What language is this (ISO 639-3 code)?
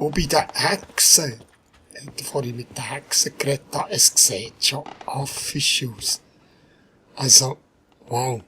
gsw